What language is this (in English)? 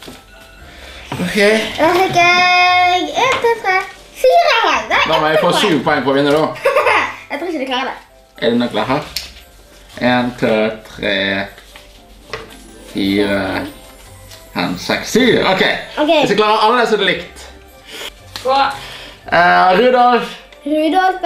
Norwegian